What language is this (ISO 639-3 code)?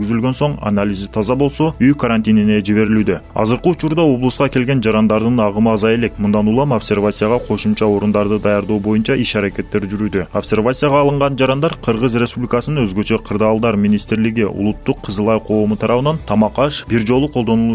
kir